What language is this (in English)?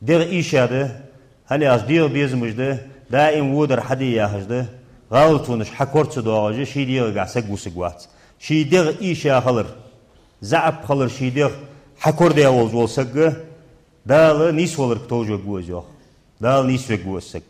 Ingush